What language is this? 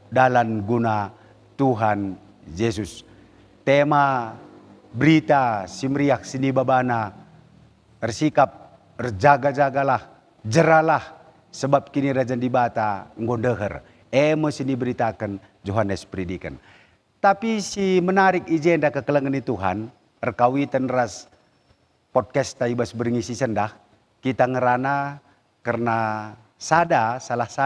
Batak Karo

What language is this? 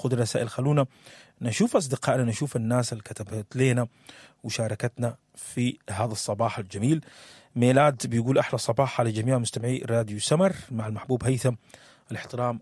Sudanese Arabic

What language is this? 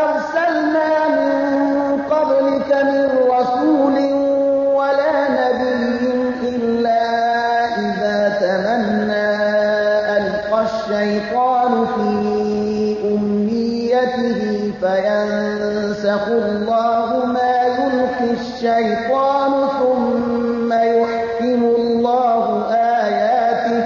Persian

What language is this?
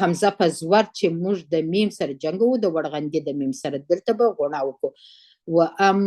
Pashto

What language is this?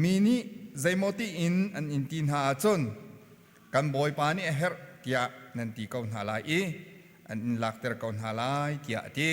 Hakha Chin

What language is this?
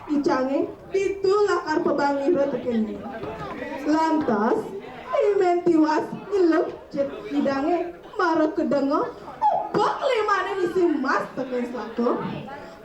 Balinese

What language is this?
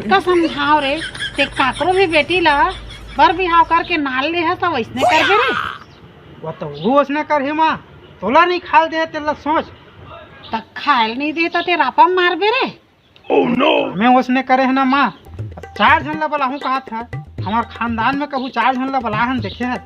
Chhattisgarhi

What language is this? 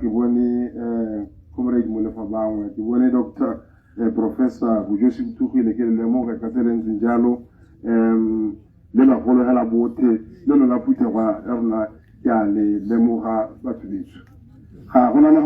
Tswana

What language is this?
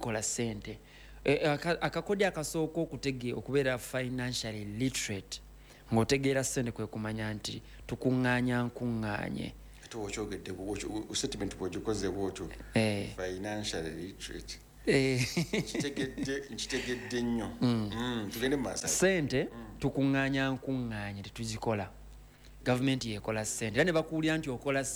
Ganda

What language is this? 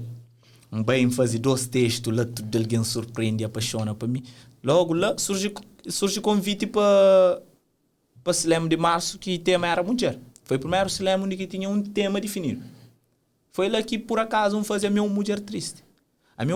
Kabuverdianu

